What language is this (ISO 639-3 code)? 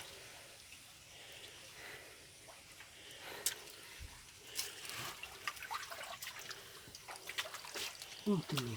lao